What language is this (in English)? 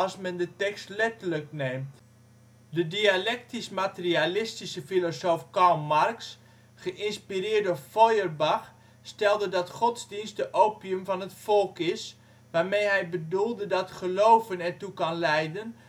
Dutch